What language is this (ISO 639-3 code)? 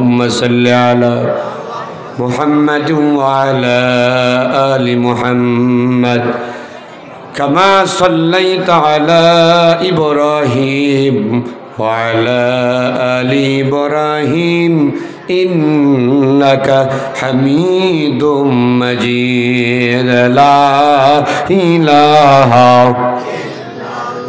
ben